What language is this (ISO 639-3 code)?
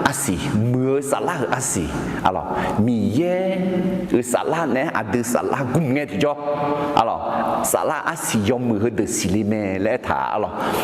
ahk